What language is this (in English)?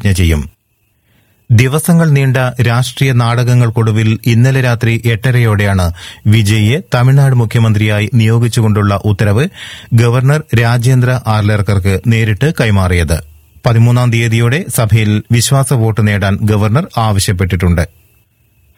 Malayalam